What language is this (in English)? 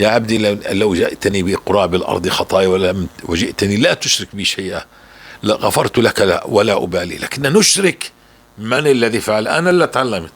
North Levantine Arabic